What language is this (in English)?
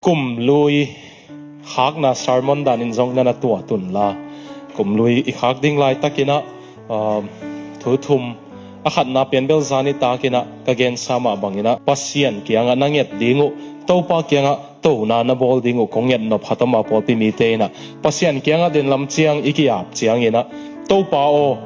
Tedim Chin